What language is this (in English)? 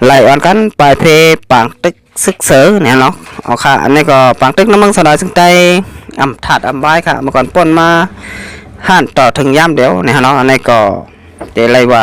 Shan